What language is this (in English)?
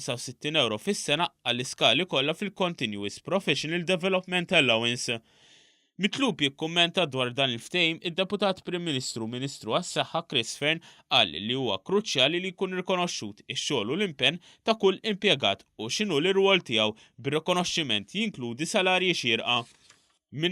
Maltese